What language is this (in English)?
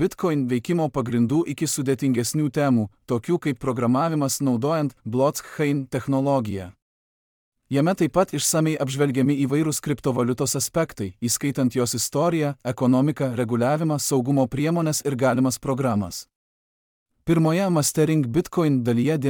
Lithuanian